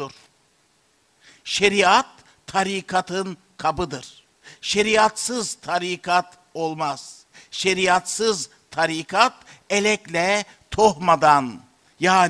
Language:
Turkish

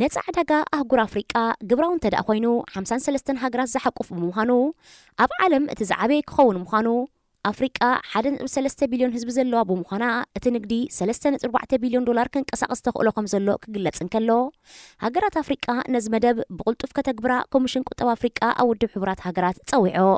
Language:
Tigrinya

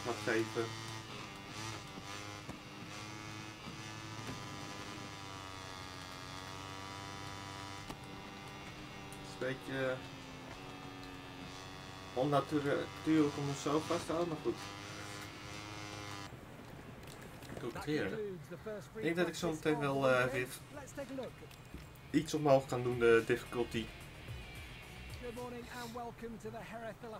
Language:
Dutch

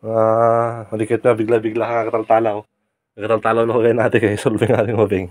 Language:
Iloko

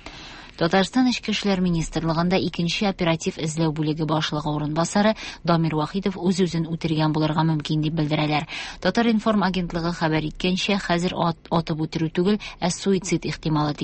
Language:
Tatar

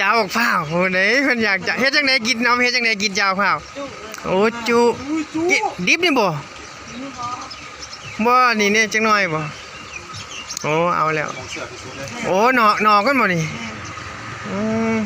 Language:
Northeastern Thai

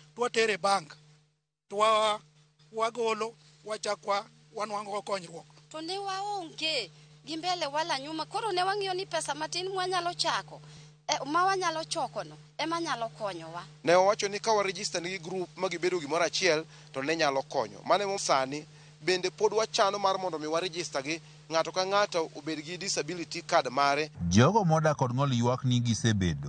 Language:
Luo (Kenya and Tanzania)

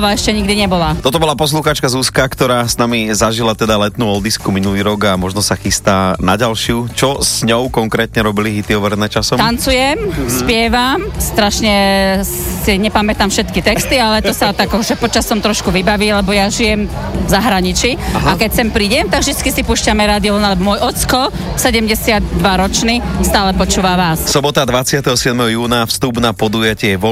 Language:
Slovak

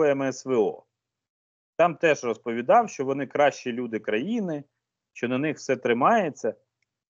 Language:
Ukrainian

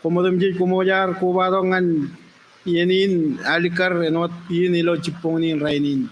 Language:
Marshallese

